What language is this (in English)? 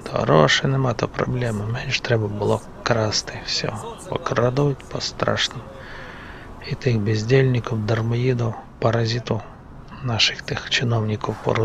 Ukrainian